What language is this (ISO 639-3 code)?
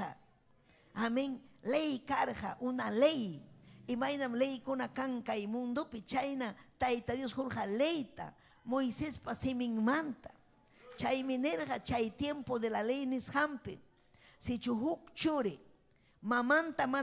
quy